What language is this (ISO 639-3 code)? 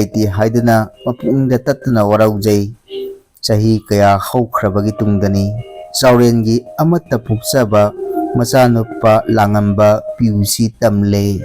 mni